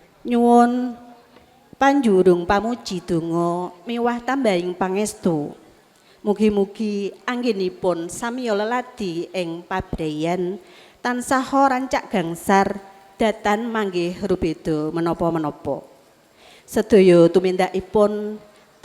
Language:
Javanese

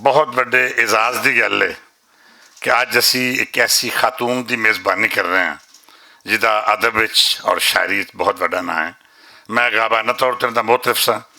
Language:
Western Panjabi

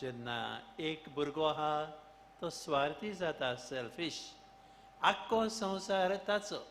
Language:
Konkani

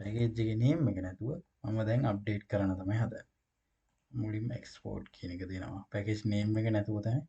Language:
Sinhala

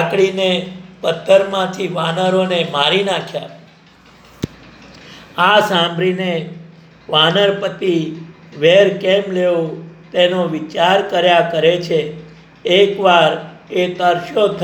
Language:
Gujarati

